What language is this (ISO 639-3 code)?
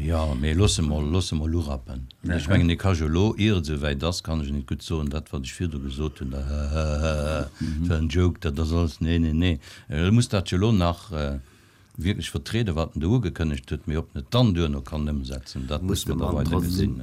ltz